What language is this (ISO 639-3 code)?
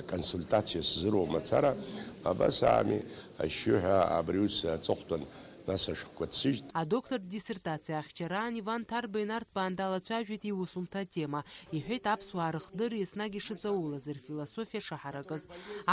abk